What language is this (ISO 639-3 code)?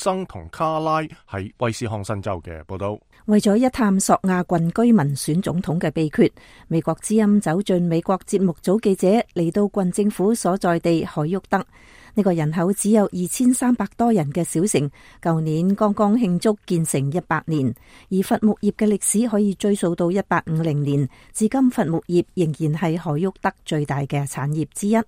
yue